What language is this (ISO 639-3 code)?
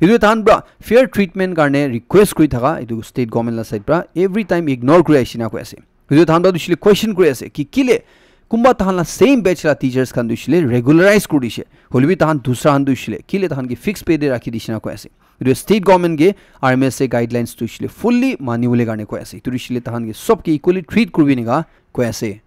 nag